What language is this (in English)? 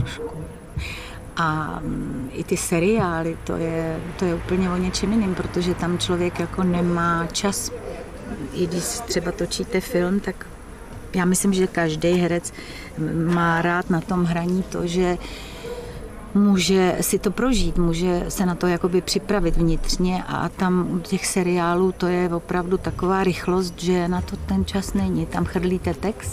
Czech